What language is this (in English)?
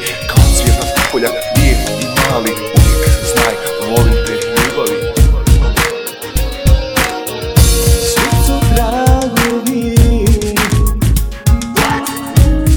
Croatian